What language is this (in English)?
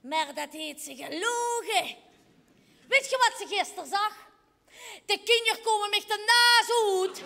Limburgish